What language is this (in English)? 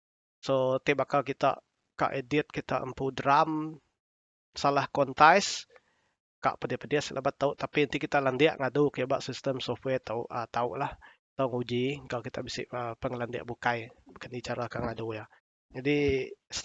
Iban